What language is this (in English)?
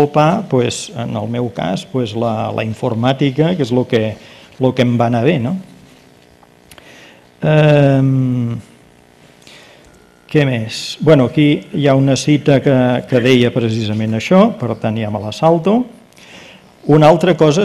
Catalan